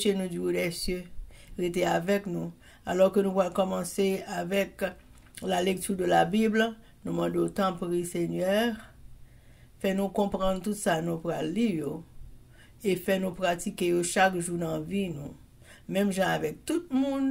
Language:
French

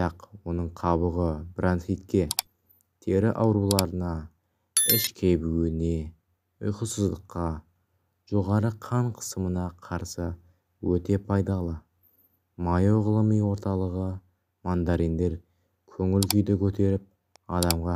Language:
Kazakh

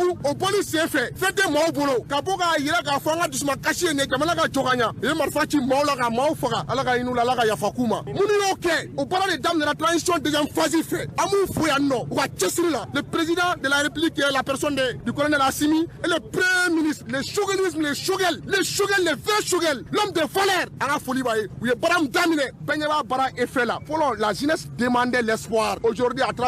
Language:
Bambara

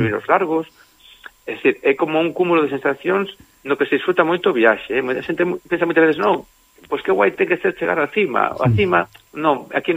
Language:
Galician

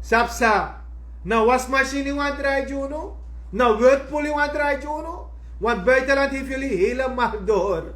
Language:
Sranan Tongo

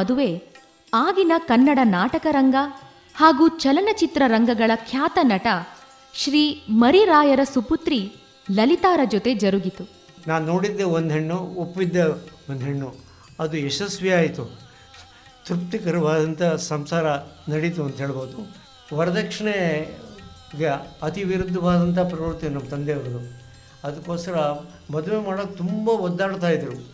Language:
Kannada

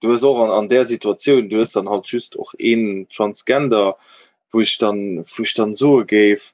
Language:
Luxembourgish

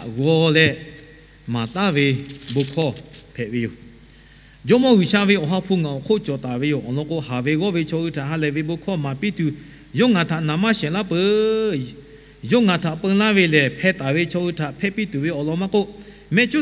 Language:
Lahu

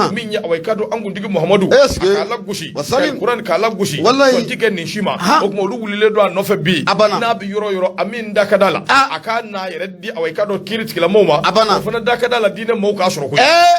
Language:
Bambara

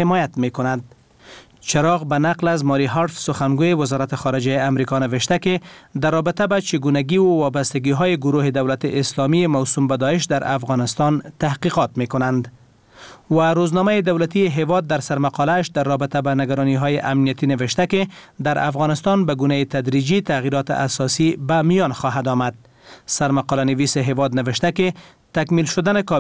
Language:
Persian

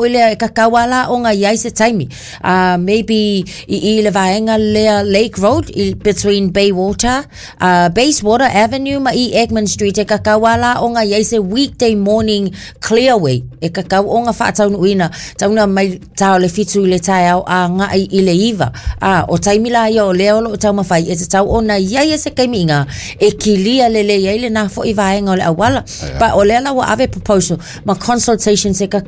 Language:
Samoan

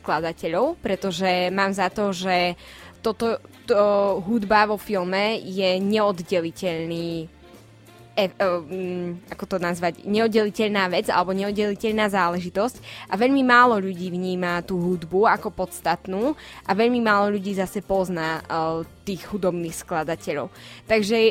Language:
Slovak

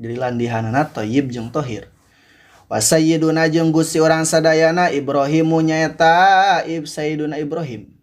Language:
Sundanese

